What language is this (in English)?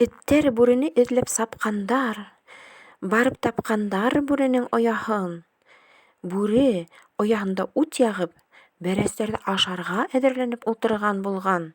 Bashkir